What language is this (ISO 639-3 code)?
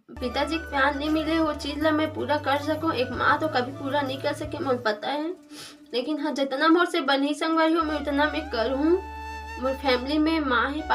hne